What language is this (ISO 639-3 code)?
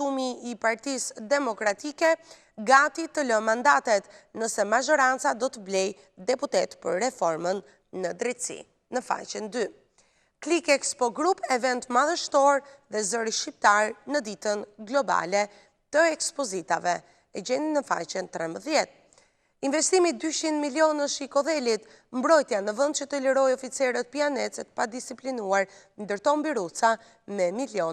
sqi